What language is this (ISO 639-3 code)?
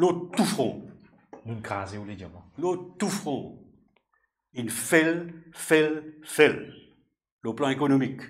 mfe